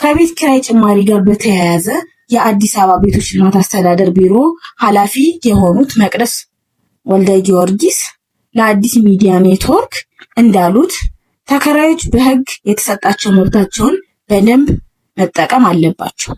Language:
Amharic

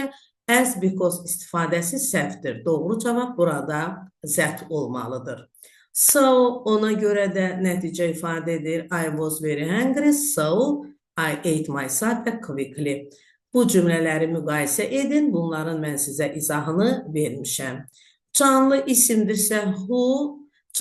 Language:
Azerbaijani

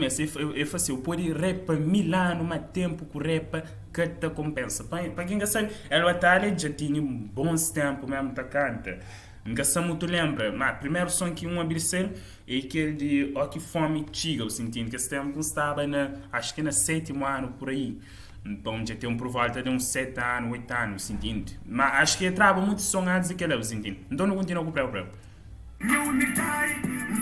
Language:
Kabuverdianu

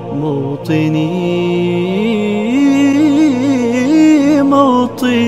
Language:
Arabic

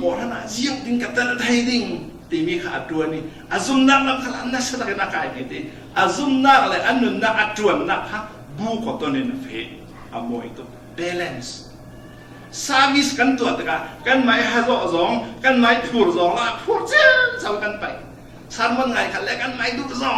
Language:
Falam Chin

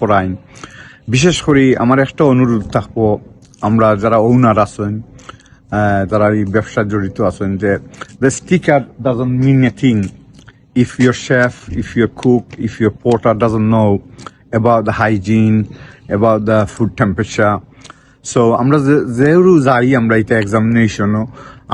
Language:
Sylheti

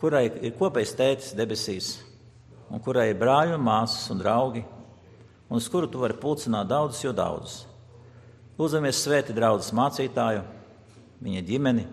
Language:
Latvian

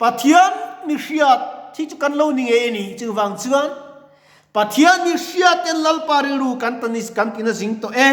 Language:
Mizo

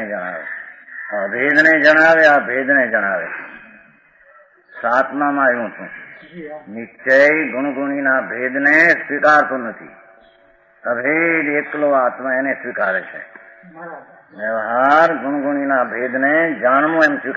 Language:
Gujarati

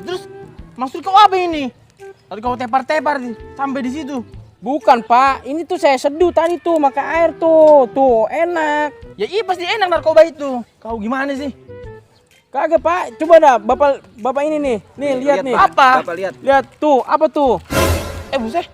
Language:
Betawi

